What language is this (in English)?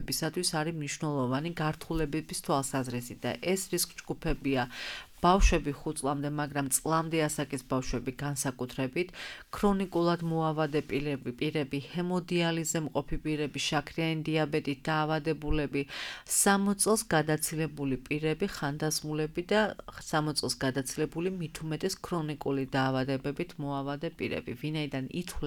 Georgian